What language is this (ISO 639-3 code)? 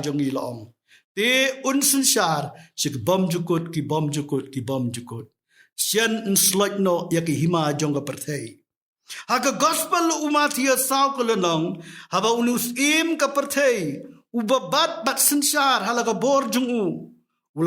kha